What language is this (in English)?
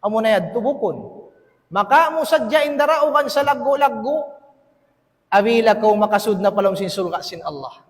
Tausug